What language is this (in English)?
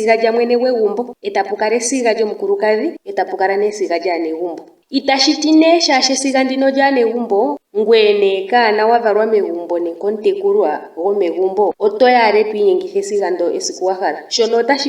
Ndonga